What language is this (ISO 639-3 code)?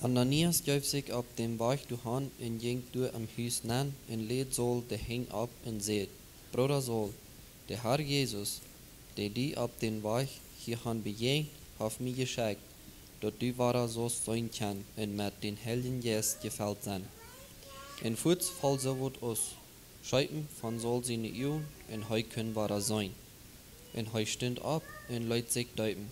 pdt